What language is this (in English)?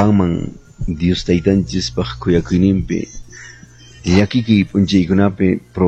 Quechua